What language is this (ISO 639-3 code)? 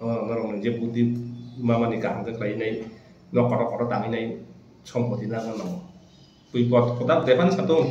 trp